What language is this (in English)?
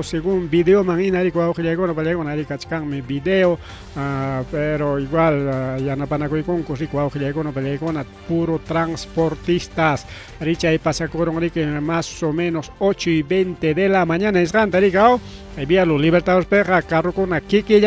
Ayacucho Quechua